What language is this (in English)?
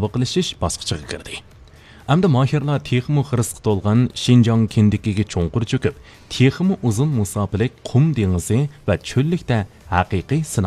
Uyghur